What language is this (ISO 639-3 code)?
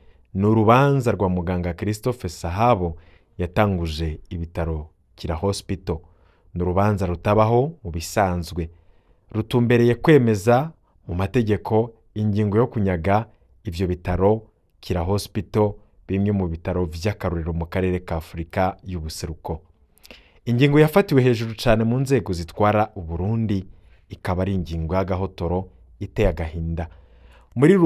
run